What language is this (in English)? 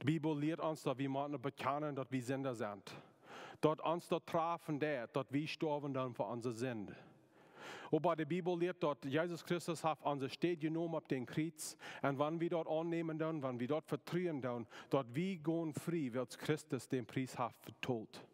Plautdietsch